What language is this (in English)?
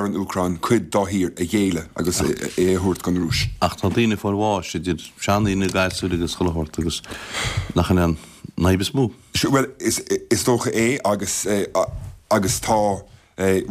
Irish